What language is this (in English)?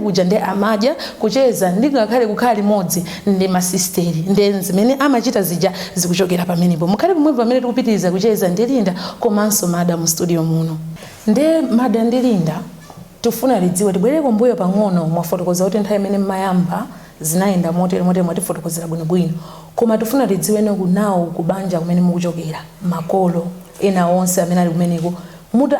Nyanja